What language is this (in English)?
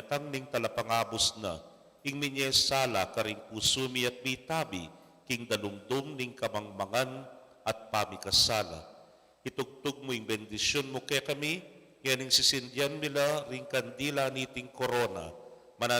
Pampanga